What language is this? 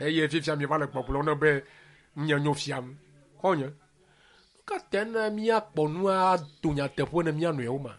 Ewe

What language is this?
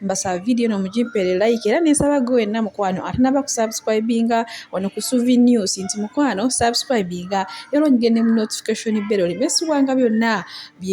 Ganda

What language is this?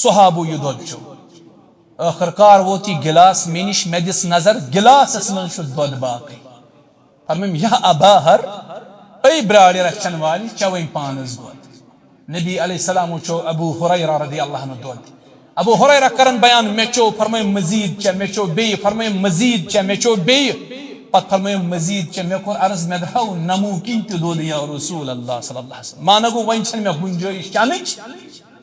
Kashmiri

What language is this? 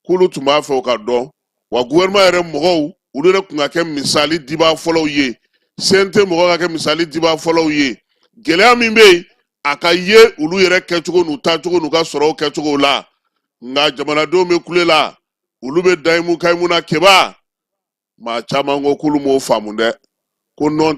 Bambara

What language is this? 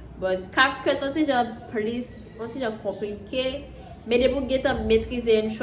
Haitian Creole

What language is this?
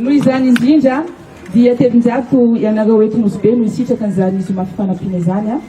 Malagasy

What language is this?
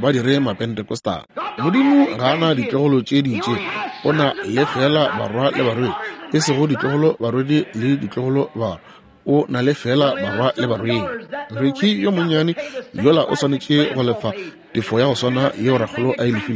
Northern Sotho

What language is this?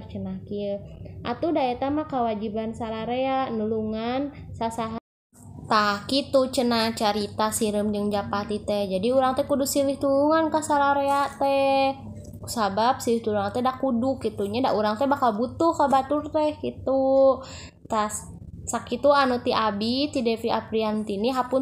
Sundanese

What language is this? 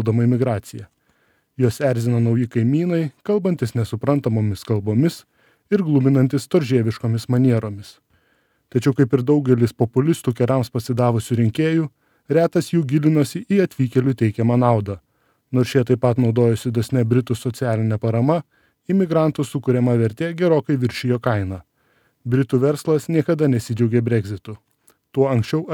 Lithuanian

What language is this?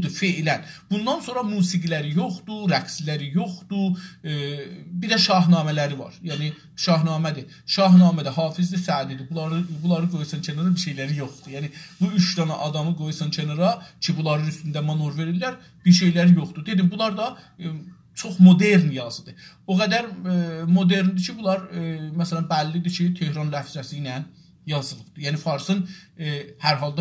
South Azerbaijani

